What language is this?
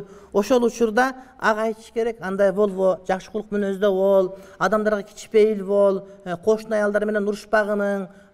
Kyrgyz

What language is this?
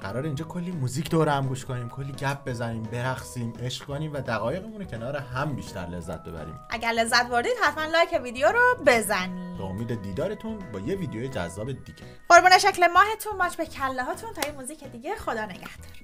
Tajik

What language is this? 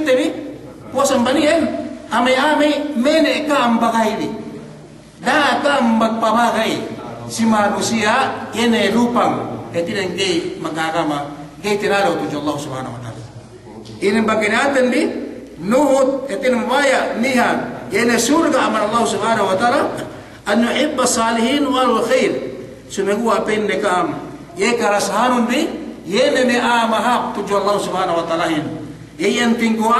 Yakan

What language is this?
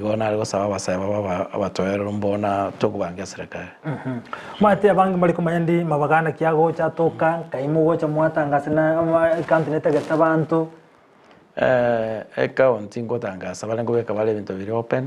Gusii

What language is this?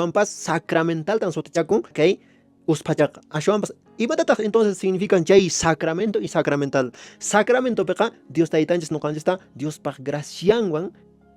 Quechua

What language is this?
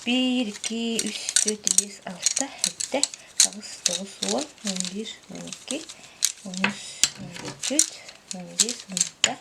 Yakut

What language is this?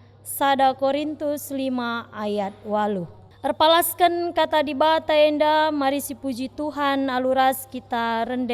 Batak Karo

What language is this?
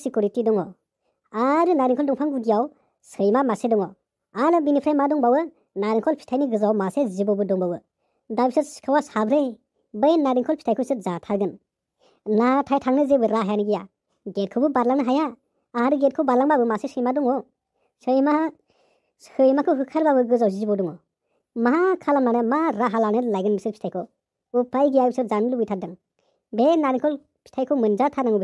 Bodo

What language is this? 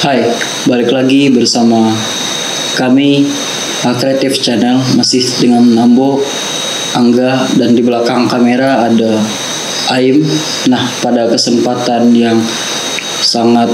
Minangkabau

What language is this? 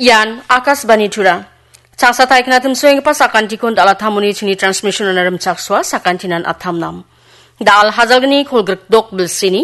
Garo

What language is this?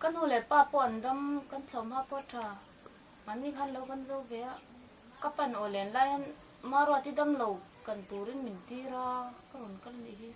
Mizo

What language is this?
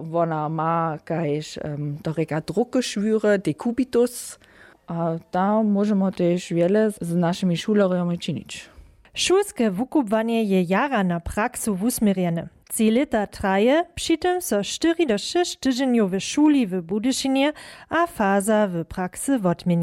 Upper Sorbian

